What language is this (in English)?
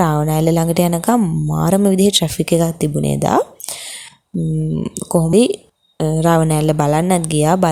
Sinhala